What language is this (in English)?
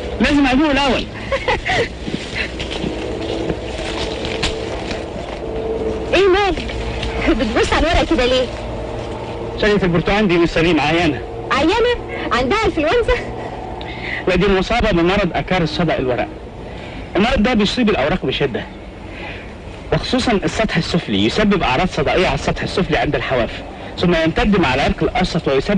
Egyptian Arabic